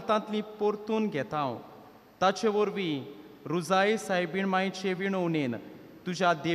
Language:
Konkani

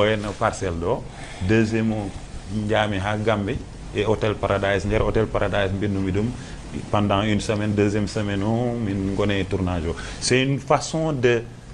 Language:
Fula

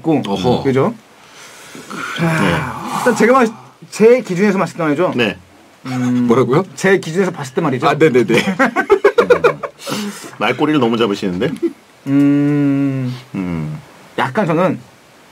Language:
Korean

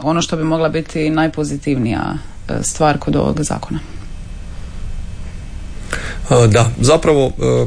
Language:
Croatian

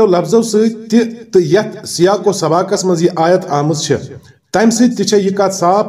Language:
Kashmiri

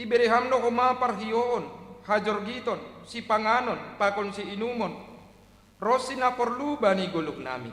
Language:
Batak Simalungun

